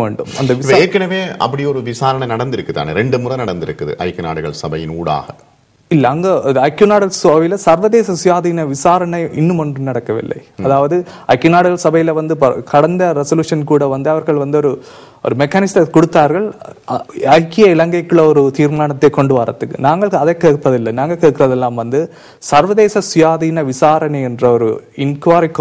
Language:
Tamil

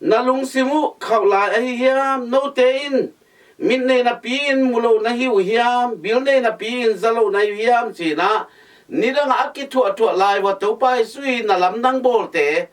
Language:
Tedim Chin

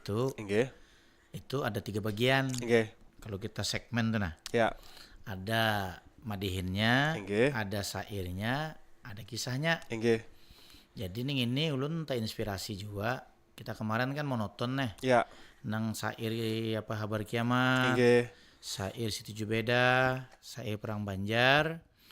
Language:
Banjar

